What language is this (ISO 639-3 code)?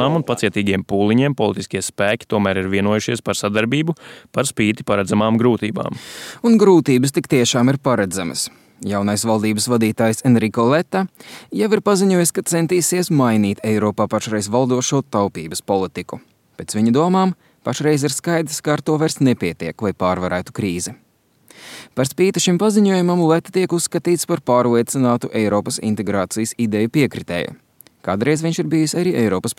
lav